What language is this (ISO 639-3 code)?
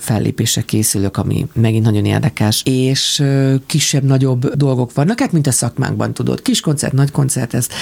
hun